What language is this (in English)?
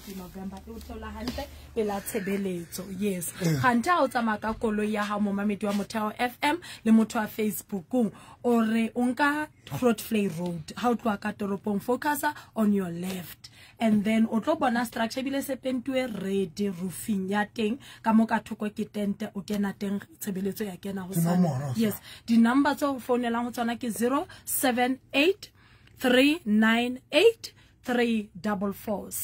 Southern Sotho